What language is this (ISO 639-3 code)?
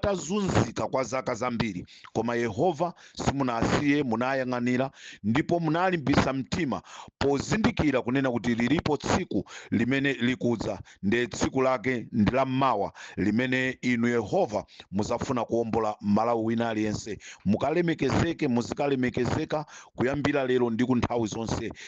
nya